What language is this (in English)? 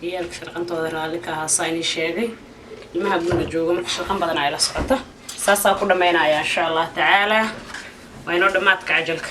Somali